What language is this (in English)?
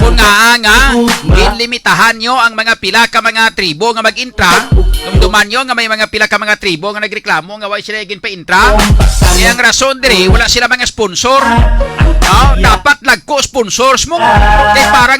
Hiligaynon